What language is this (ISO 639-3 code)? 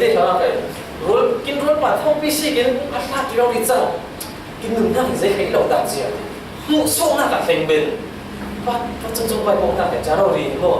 cfm